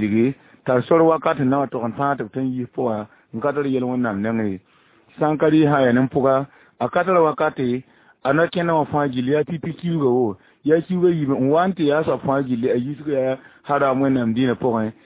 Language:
Mossi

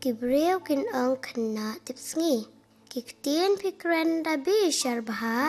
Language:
Khasi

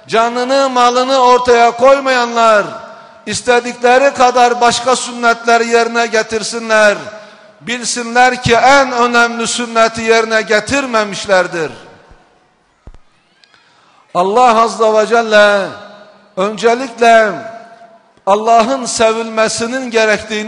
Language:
Turkish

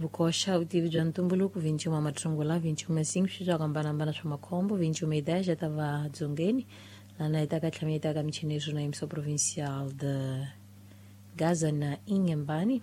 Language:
Tsonga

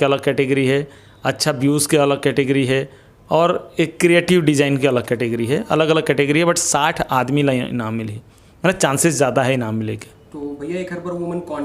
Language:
Chhattisgarhi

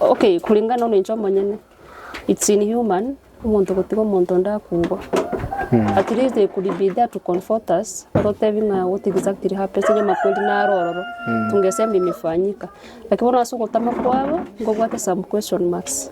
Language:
Gusii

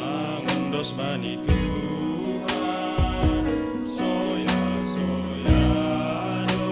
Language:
Batak Simalungun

